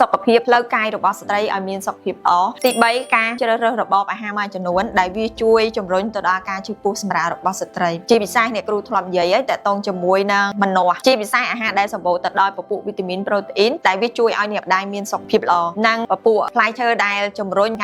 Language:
Khmer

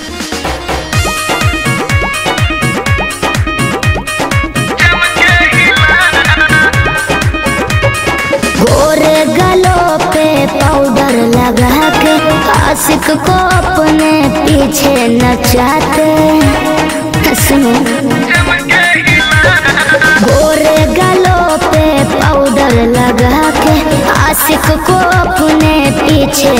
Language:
Bhojpuri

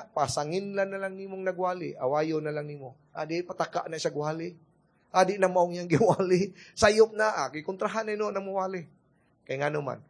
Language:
Cebuano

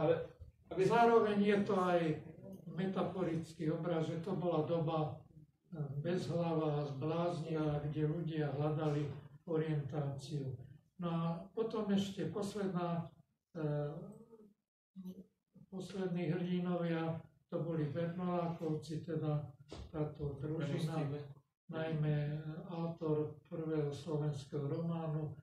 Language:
Slovak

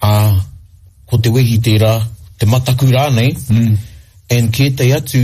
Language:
Māori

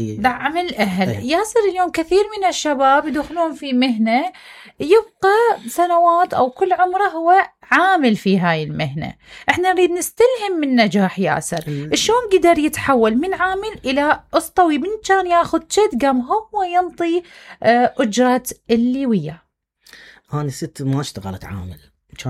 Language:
Mesopotamian Arabic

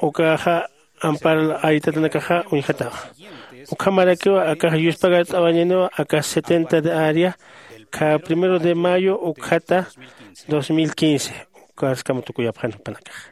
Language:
Aymara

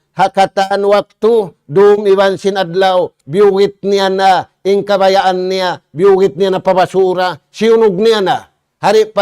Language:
Tausug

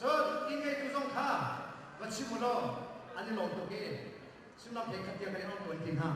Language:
Hakha Chin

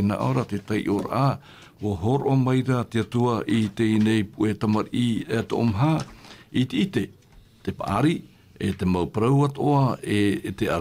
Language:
Tahitian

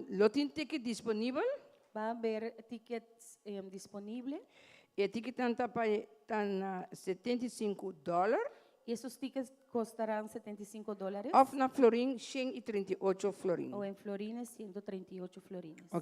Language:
Papiamento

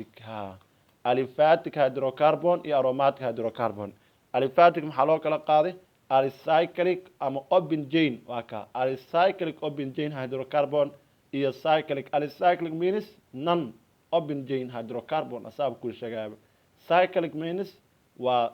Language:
Somali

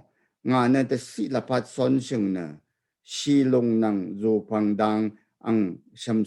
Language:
Rawang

